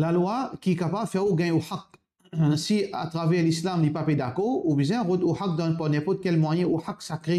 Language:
Morisyen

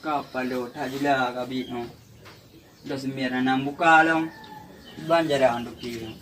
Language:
Achinese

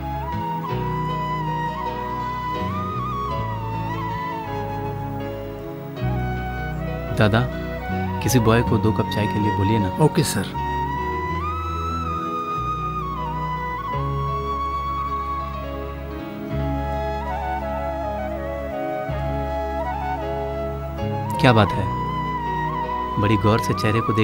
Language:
Hindi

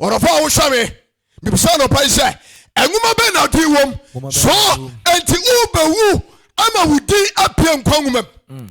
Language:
Akan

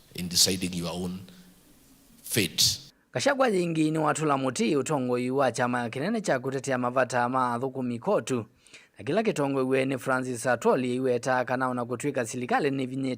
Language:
Kamba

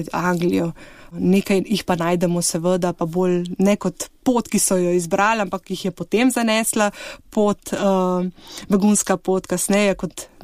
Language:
Slovenian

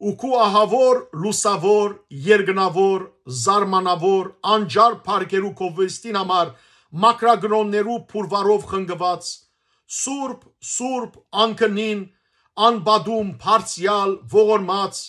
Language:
Western Armenian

